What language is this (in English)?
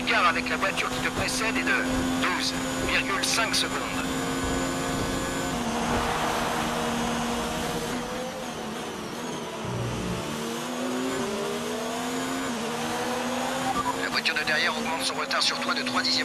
French